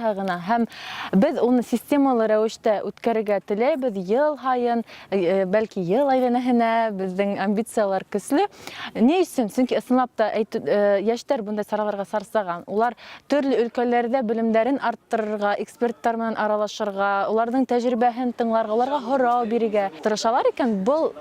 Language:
Bashkir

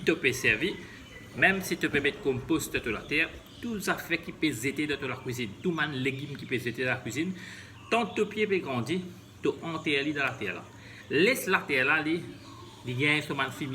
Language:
Morisyen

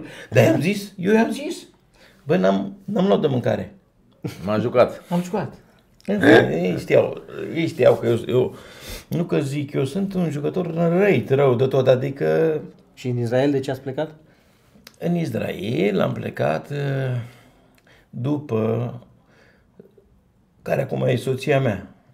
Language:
Romanian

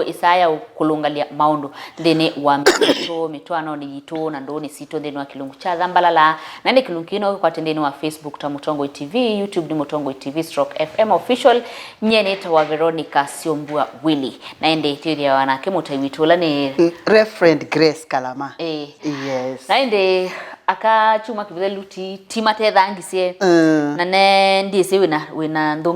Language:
Kamba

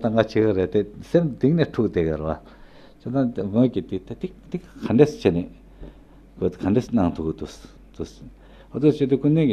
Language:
Tibetan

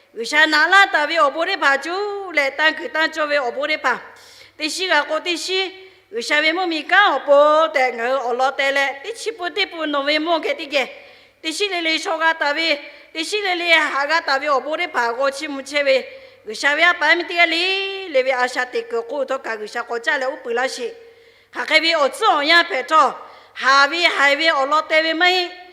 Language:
Lahu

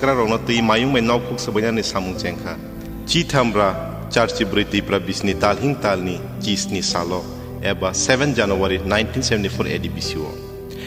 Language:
Kok Borok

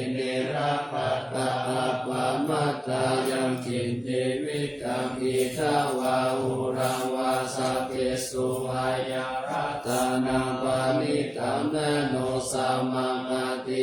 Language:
Pali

